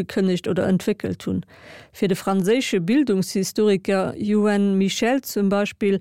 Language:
Luxembourgish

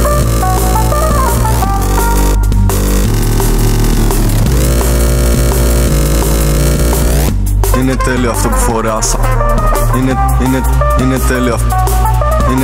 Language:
Greek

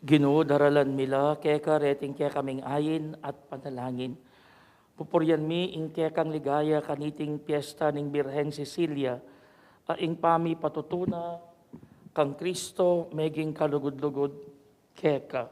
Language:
Pampanga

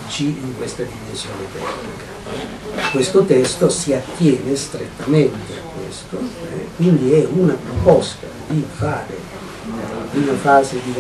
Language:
Italian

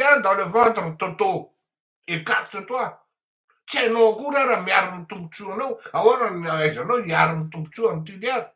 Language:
Malagasy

